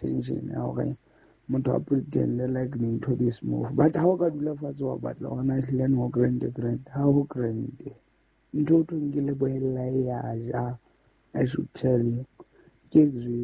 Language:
Southern Sotho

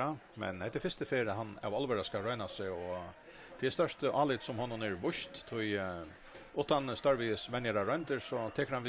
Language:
Faroese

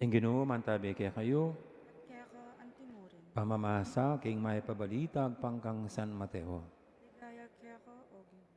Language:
Pampanga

